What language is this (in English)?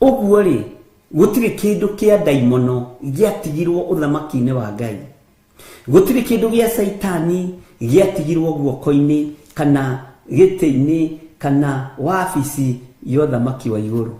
Kikuyu